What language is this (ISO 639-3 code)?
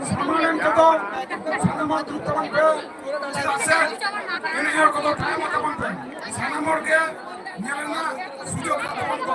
sat